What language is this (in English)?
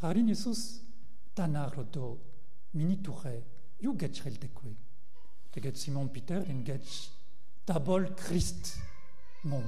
Breton